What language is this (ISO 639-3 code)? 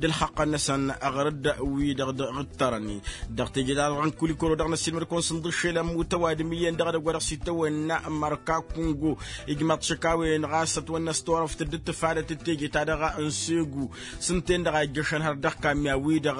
taq